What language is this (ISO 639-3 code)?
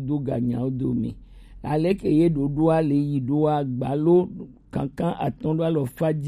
gej